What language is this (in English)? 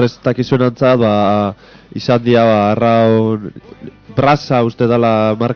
Basque